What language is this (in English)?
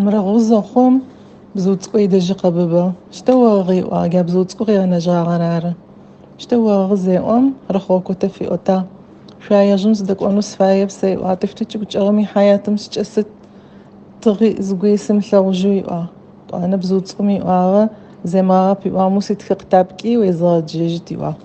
Adyghe